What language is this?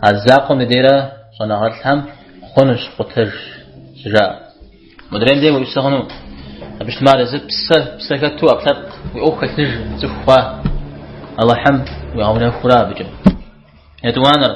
Kabardian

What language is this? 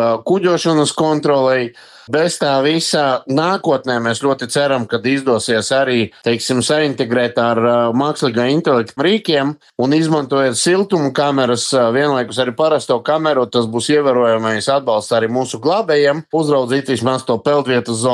Latvian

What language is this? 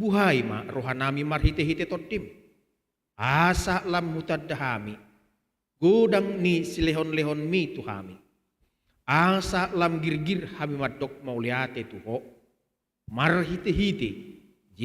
Batak Toba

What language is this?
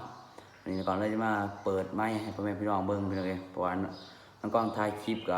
Lao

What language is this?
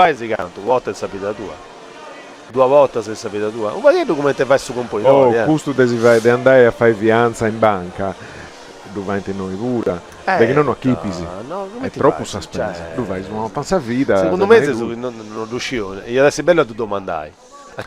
Sardinian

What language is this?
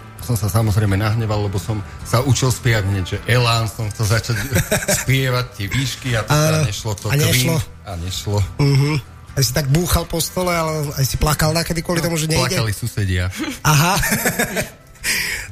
Slovak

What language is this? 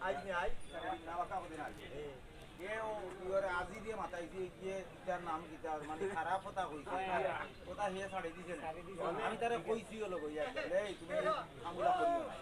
Sylheti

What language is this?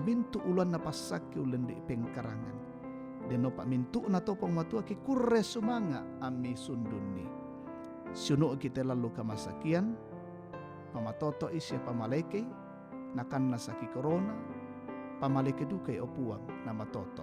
Toraja-Sa'dan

